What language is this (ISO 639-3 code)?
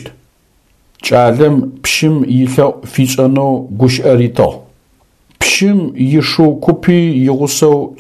ady